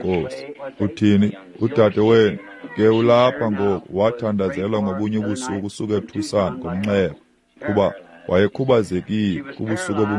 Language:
Xhosa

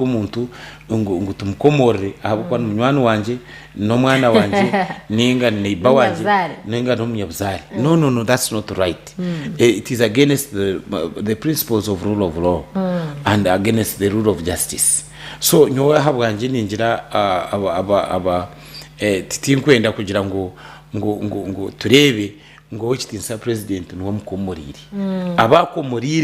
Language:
Nyankole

